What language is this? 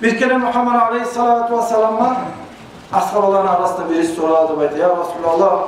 Kumyk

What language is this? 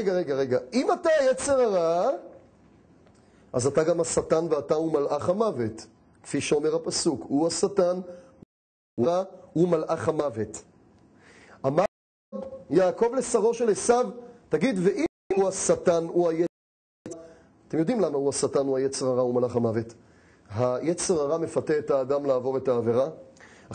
Hebrew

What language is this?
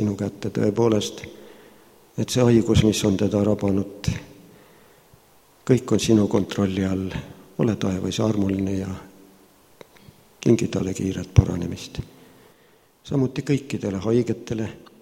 Estonian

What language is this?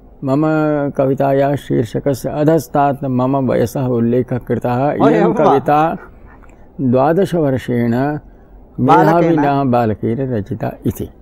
Sanskrit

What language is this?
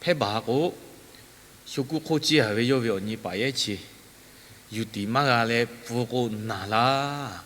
Lahu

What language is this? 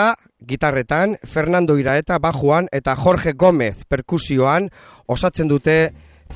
Basque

